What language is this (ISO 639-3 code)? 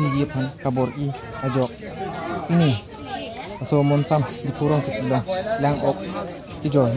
mjw